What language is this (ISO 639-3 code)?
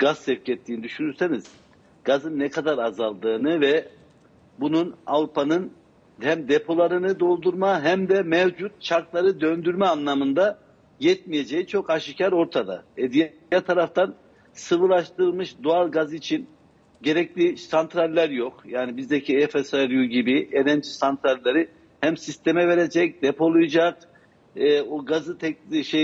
tur